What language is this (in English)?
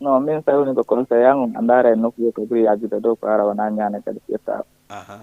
Fula